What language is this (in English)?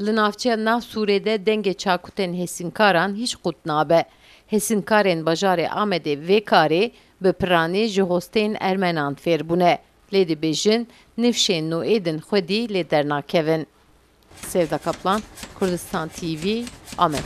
Kurdish